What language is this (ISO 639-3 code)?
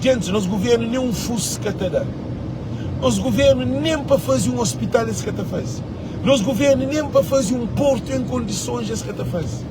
kea